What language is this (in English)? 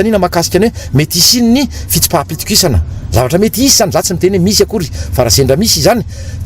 Malagasy